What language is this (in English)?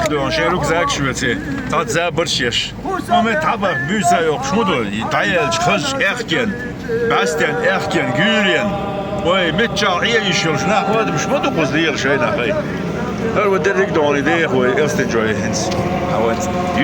Chechen